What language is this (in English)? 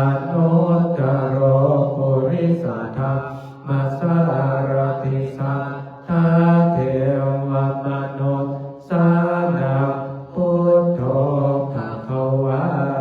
Pali